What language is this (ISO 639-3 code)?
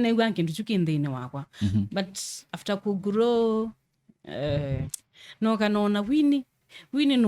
kam